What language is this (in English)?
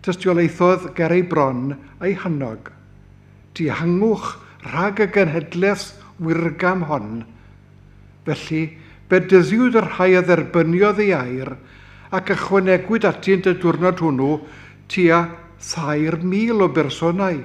Welsh